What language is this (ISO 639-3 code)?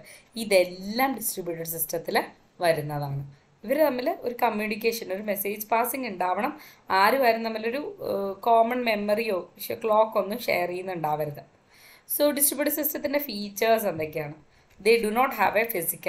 mal